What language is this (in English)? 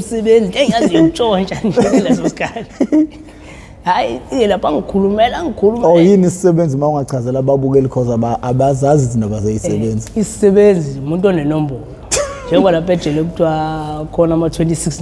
Zulu